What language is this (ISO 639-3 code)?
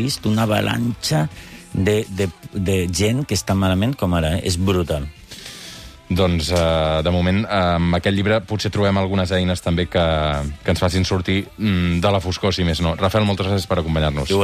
cat